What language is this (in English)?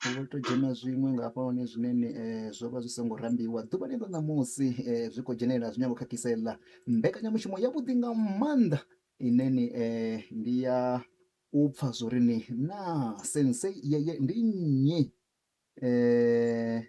Venda